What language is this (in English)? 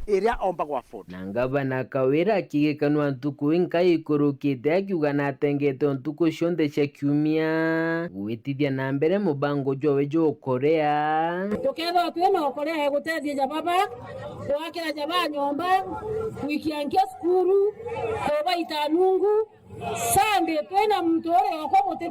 Meru